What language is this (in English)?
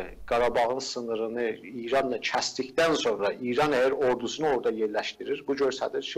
South Azerbaijani